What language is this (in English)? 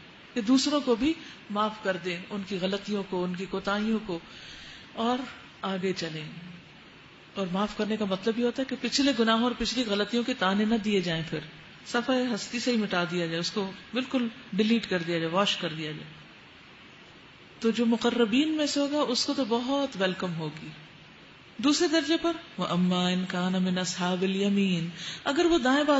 Urdu